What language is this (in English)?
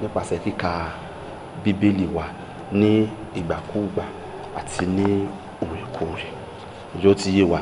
Yoruba